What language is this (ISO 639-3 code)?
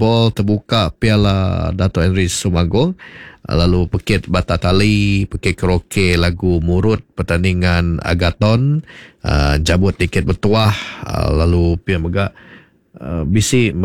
iba